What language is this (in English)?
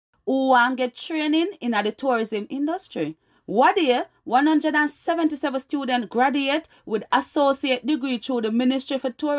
Jamaican Creole English